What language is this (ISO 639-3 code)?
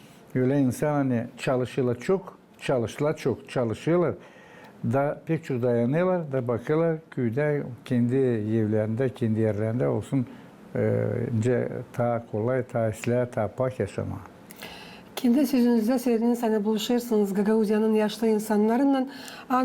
gag